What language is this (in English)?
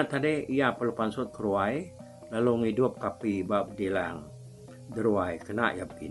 Iban